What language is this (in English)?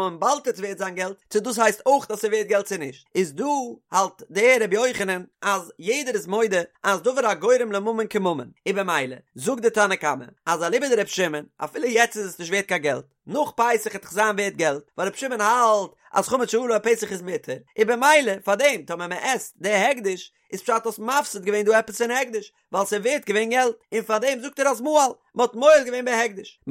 Yiddish